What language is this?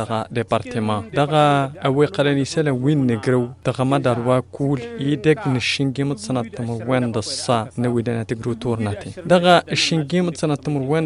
Tamasheq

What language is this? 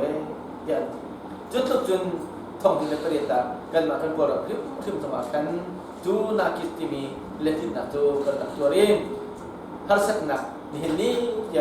Hakha Chin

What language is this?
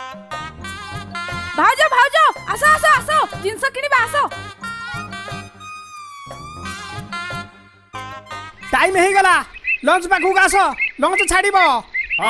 Odia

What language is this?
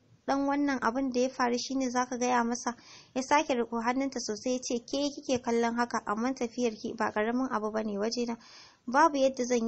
Hausa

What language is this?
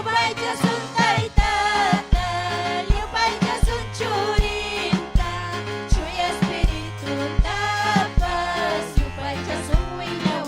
Ayacucho Quechua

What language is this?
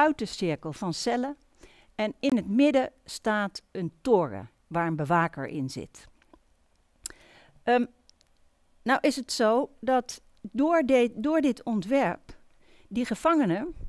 Dutch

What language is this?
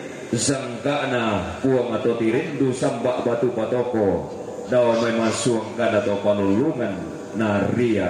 Toraja-Sa'dan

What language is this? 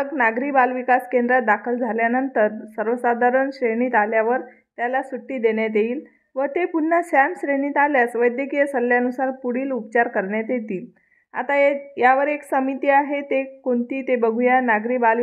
Marathi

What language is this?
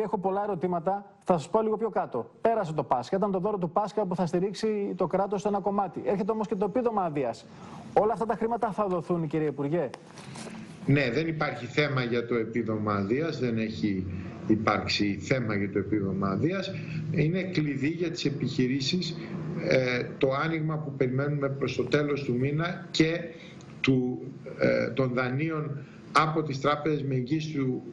Greek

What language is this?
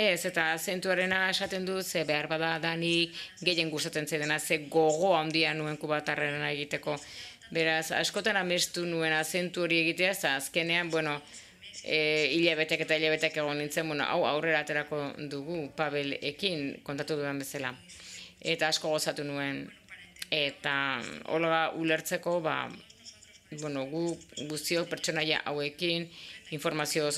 Basque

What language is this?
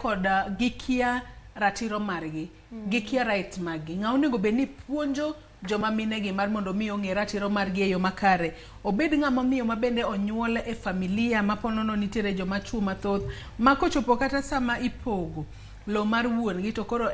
Luo (Kenya and Tanzania)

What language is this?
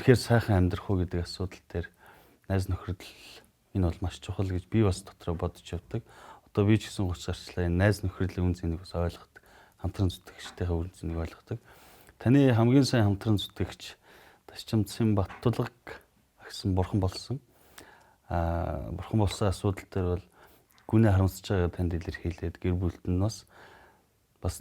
Mongolian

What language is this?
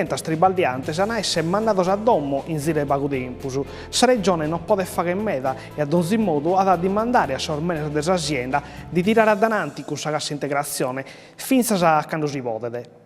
Sardinian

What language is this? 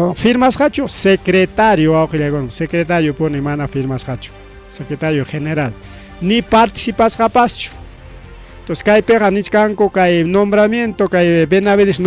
Ayacucho Quechua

